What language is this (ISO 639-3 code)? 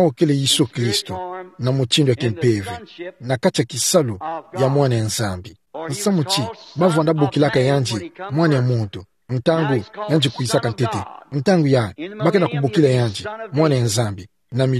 ktu